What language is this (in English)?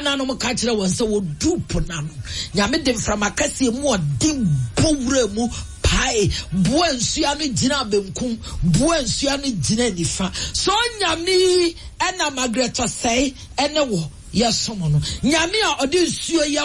Akan